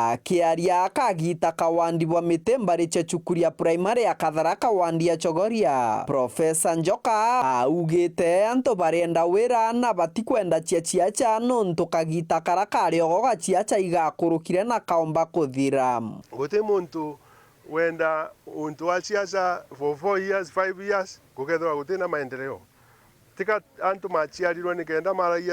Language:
Meru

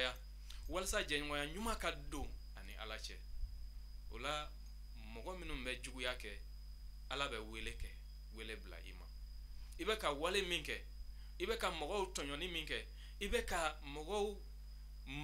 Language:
Bambara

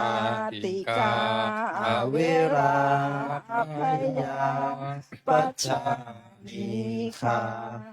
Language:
Pali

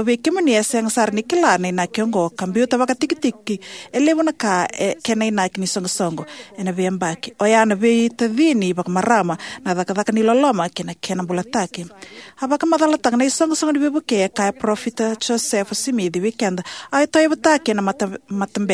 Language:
Fijian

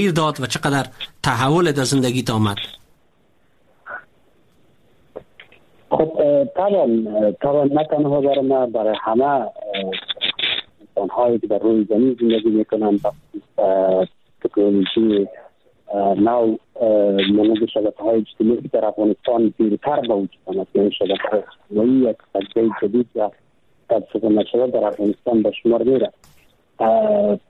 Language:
Persian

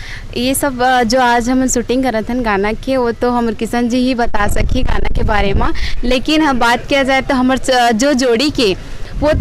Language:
Chhattisgarhi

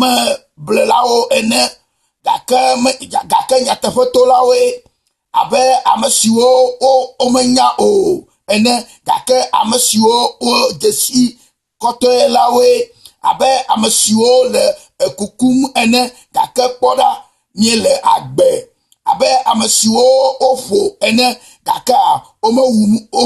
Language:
Ewe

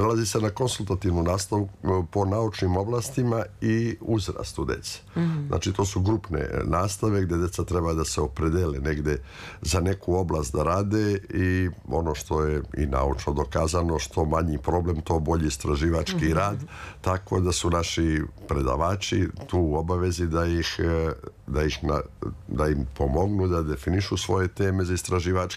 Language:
Serbian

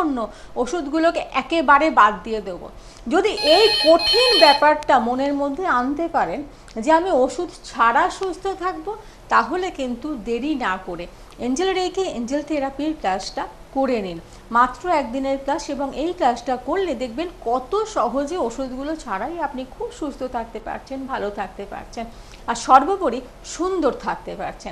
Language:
Bangla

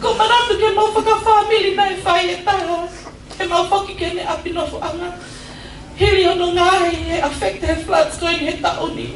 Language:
Tongan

